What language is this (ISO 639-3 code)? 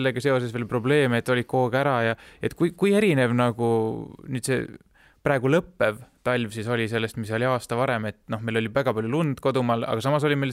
est